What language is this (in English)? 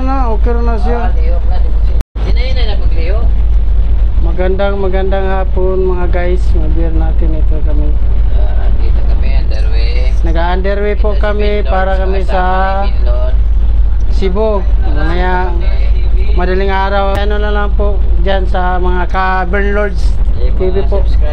Filipino